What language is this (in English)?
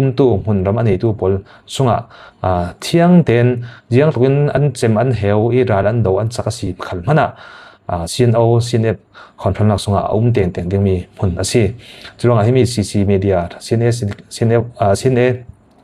Falam Chin